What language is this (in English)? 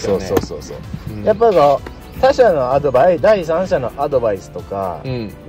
Japanese